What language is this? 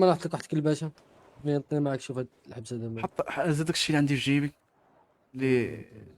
Moroccan Arabic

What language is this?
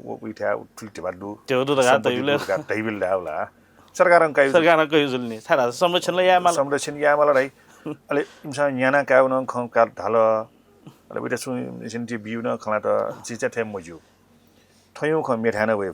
Newari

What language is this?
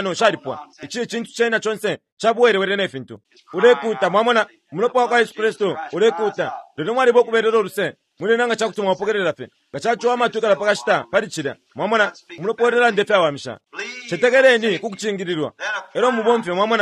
Bemba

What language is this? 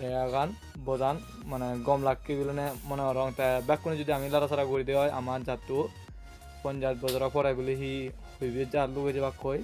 Chakma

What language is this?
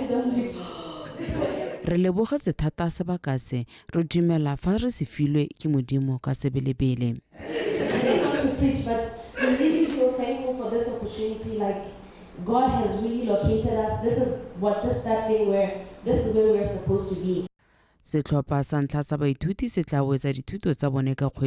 Tswana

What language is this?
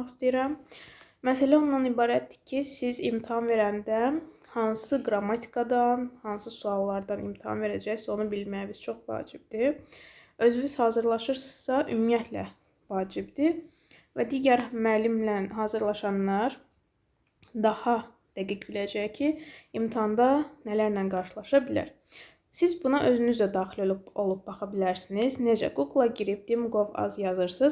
Azerbaijani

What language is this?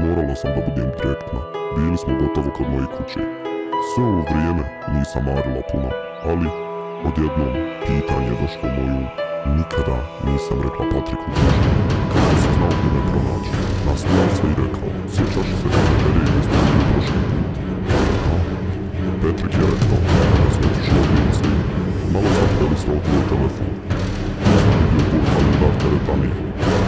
Bosnian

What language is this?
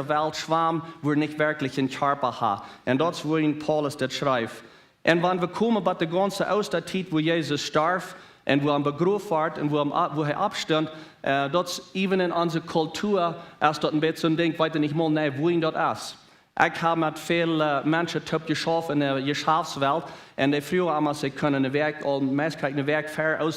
Plautdietsch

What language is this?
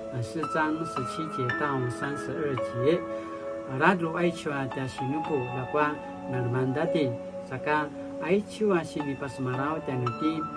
Paiwan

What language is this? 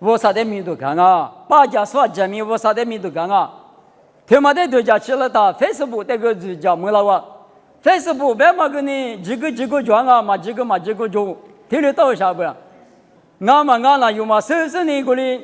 Lisu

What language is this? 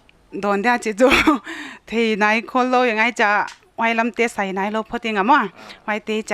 Paite Chin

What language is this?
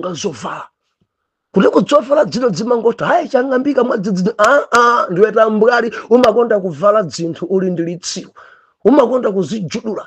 Nyanja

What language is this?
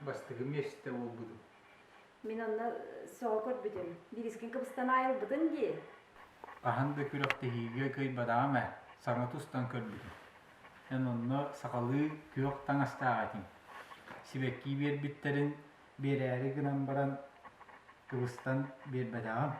Yakut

